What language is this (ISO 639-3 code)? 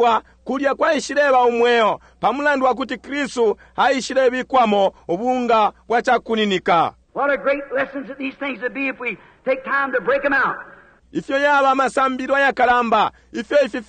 bem